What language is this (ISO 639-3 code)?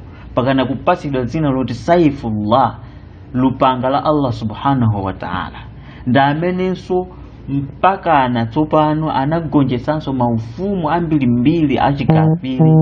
nya